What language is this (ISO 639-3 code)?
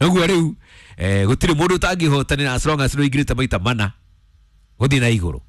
kik